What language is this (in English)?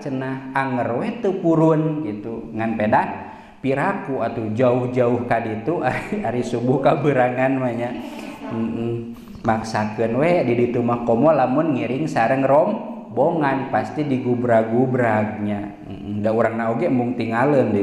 Sundanese